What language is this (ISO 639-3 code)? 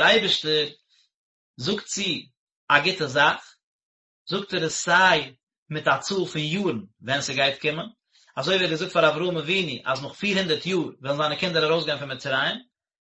yid